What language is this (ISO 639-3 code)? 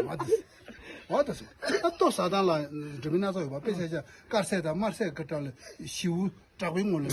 bod